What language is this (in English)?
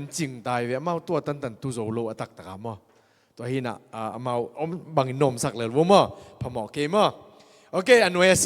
Tedim Chin